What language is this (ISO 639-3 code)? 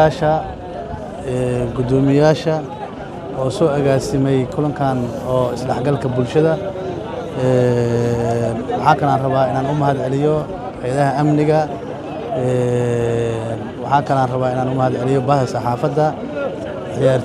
som